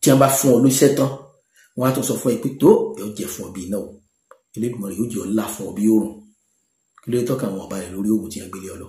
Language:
Yoruba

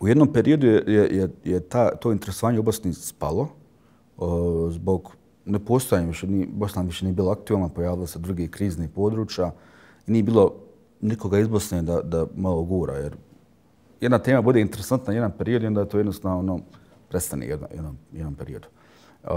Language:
Bosnian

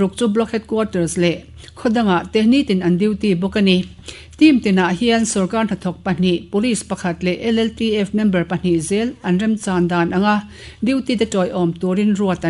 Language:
Mizo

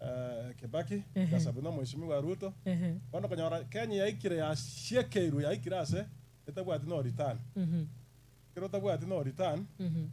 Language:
Gusii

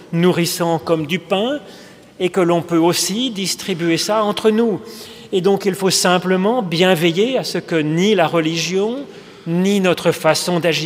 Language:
French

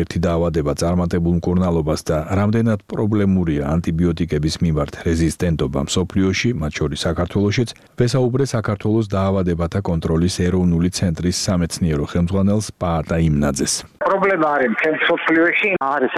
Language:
Georgian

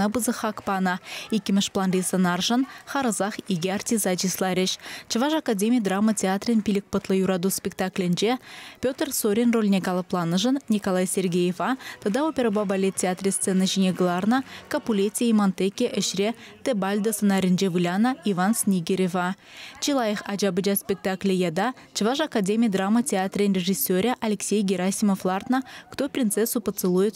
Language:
Chuvash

